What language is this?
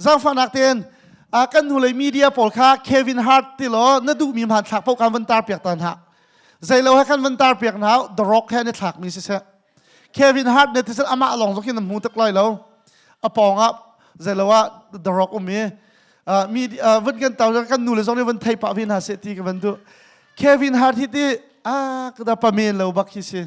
Hakha Chin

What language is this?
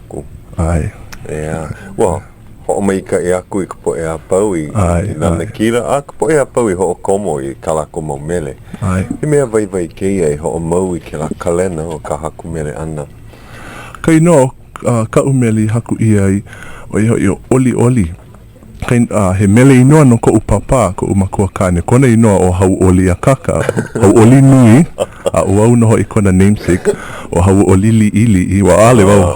Hawaiian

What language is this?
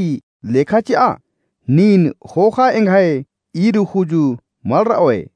Kurukh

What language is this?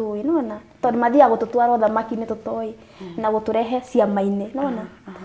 Kikuyu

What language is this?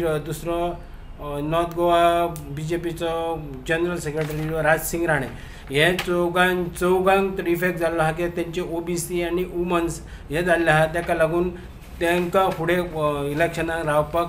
Konkani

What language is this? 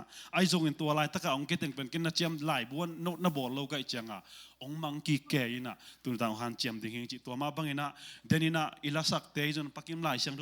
Tedim Chin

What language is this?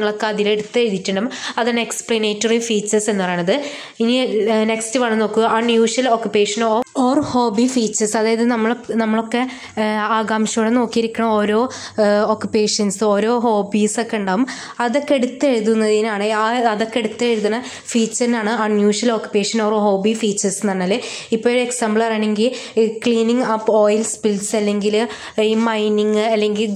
Malayalam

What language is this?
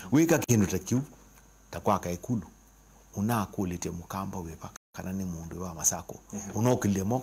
Kamba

